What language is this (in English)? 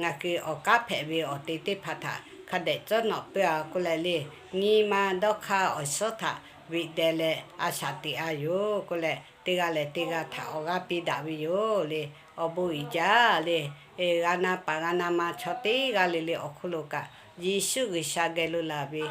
Lahu